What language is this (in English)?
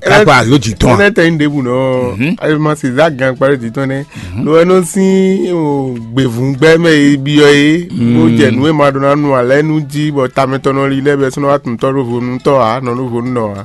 Fon